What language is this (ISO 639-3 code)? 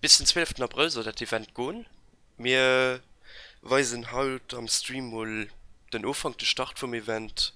ltz